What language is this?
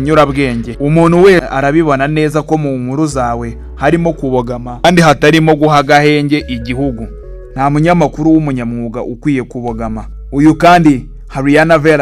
Kinyarwanda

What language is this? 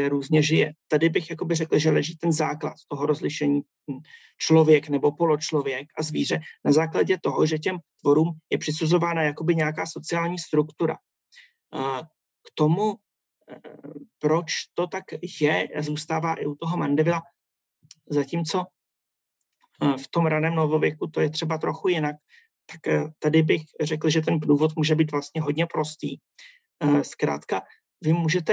Czech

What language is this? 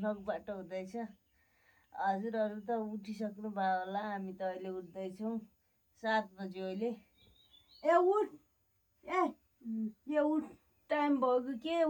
Nepali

